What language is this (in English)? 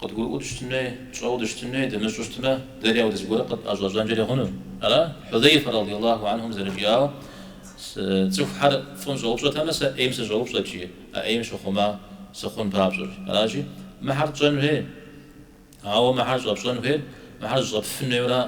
Kabardian